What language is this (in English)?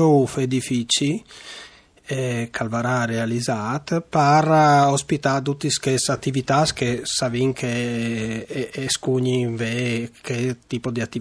Friulian